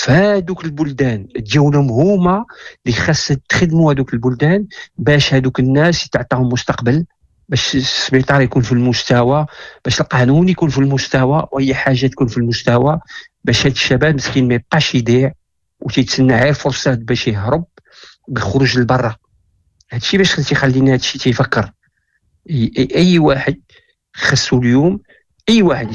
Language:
Moroccan Arabic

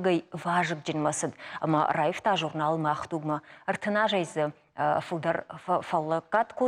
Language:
Ossetic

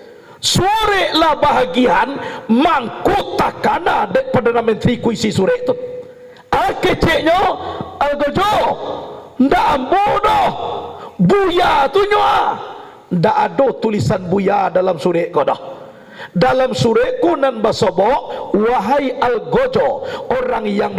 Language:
Minangkabau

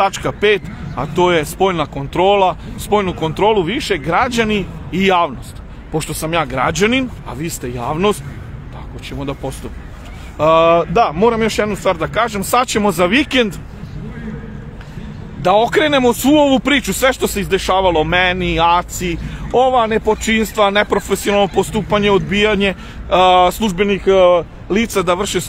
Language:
Serbian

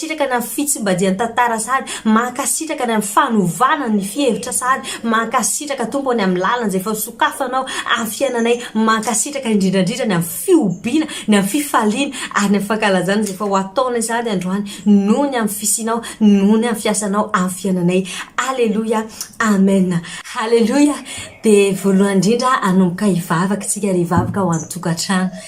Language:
Malagasy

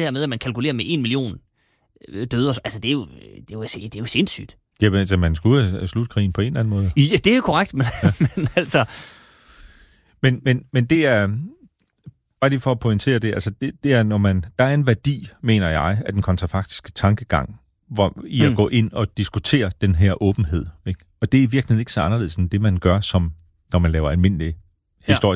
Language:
Danish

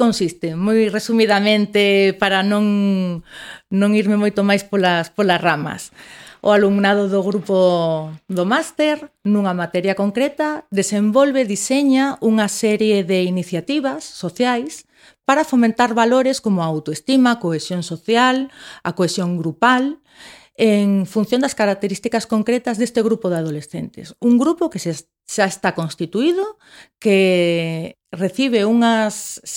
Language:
Galician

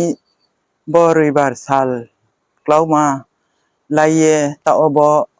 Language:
Riang (India)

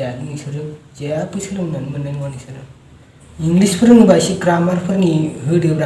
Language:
Bodo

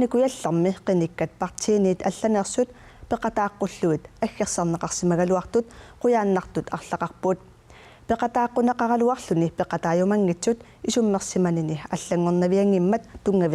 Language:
Kalaallisut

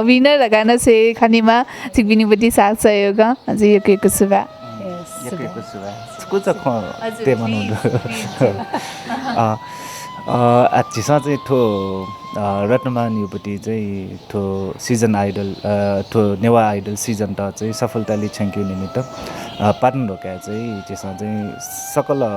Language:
Newari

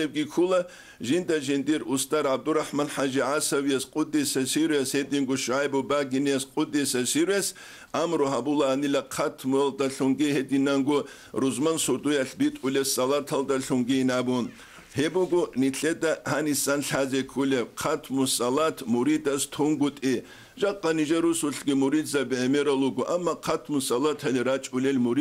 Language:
Avaric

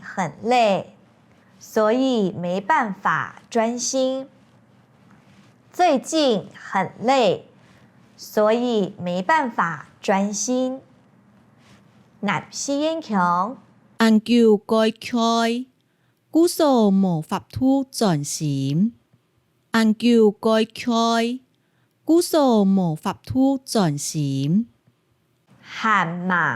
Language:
Hakka Chinese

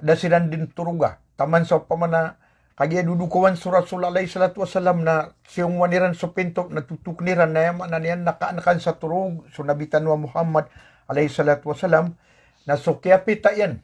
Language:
Maranao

